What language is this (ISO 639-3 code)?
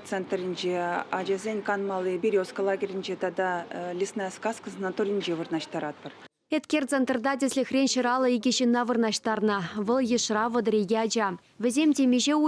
chv